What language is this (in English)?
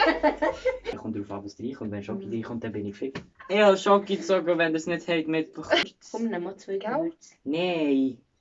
Swiss German